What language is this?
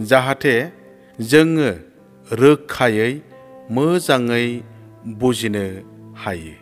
Bodo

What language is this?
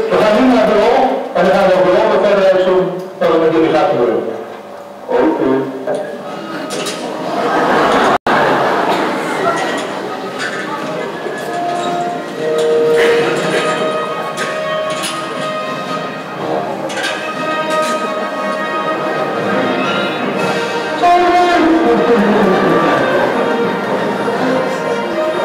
Dutch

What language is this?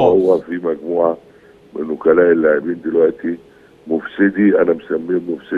Egyptian Arabic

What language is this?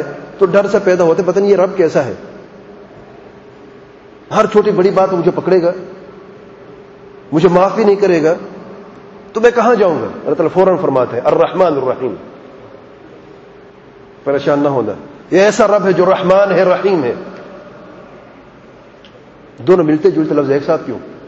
Urdu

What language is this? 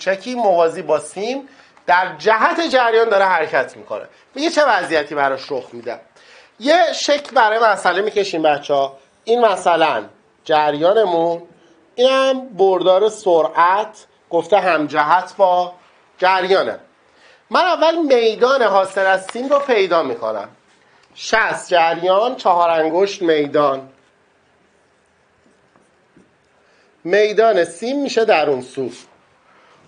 Persian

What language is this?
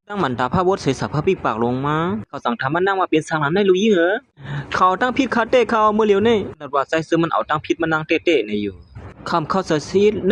Shan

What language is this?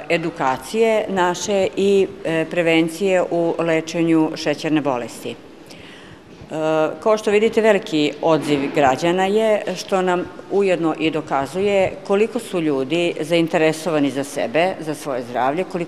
Serbian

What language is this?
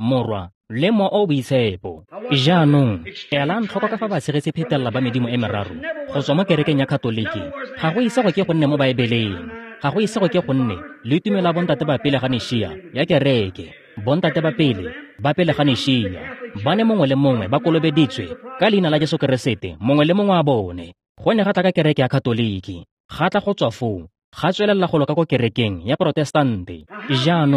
Tswana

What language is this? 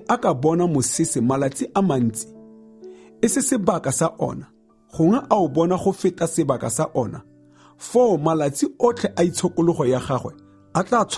Tswana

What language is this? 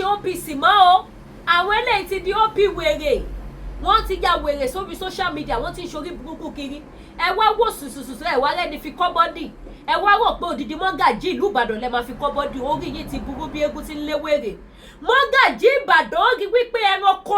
Yoruba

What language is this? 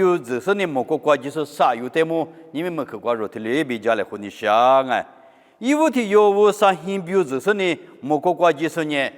Lisu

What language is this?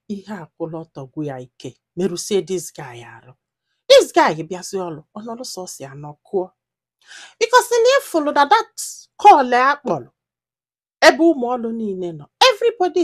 Igbo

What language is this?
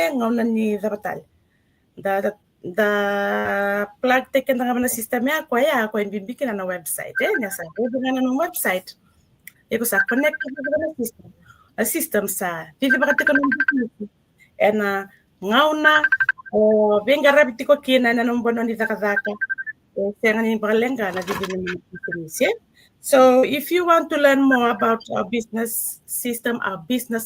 Fijian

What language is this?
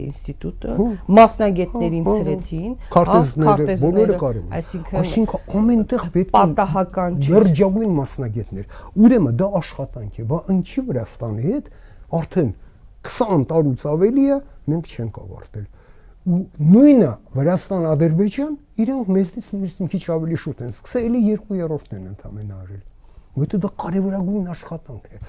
Armenian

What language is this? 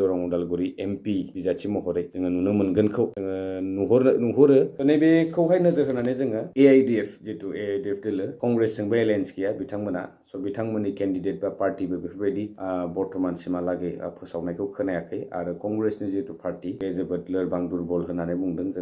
Bodo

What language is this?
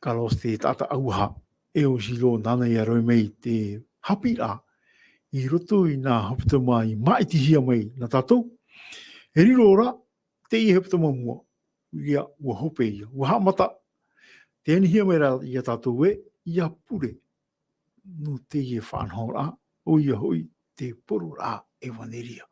Tahitian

